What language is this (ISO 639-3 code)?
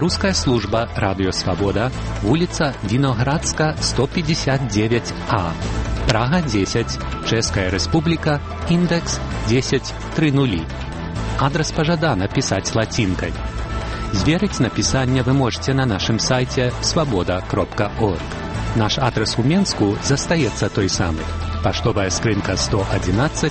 bel